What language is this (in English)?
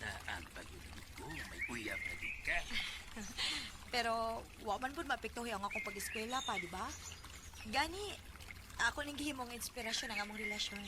Cebuano